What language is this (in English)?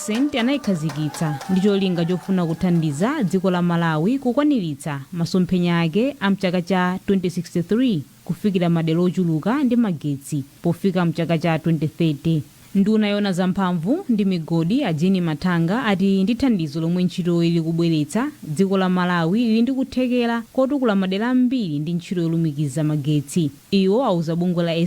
Nyanja